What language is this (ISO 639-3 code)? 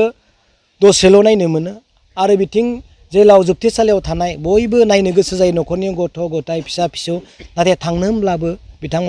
brx